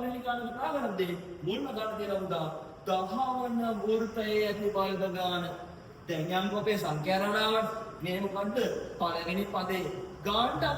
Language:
Sinhala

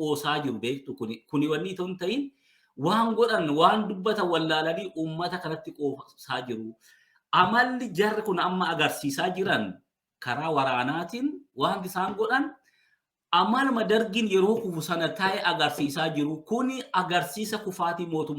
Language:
Oromo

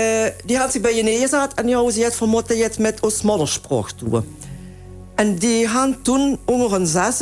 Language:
Limburgish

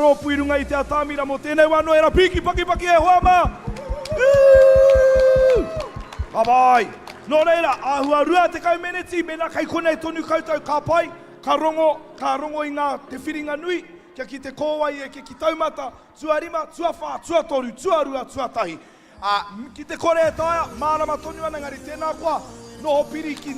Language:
Māori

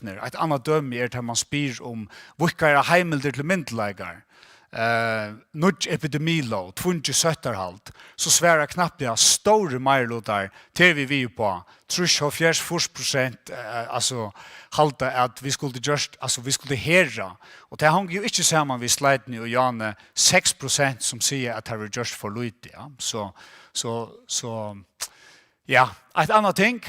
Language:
Faroese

